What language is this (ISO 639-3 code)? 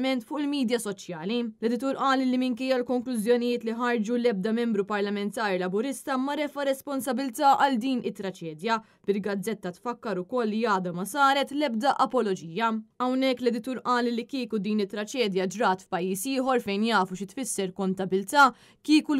mlt